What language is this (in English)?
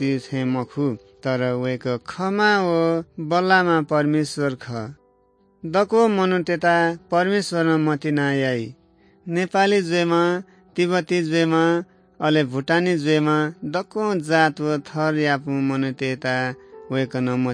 Newari